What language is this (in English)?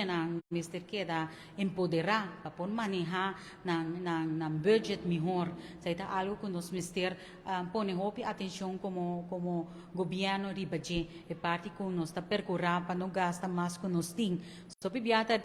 Papiamento